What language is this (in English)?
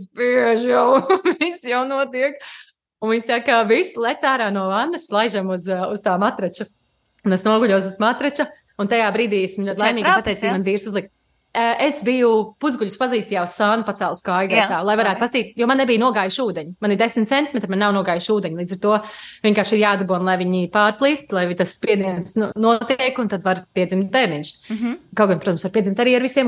Latvian